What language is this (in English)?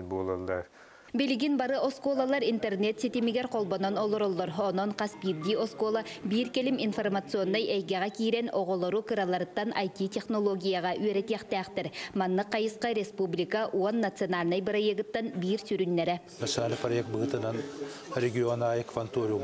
Yakut